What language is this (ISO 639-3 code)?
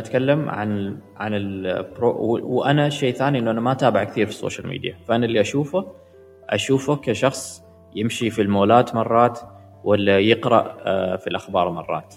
afb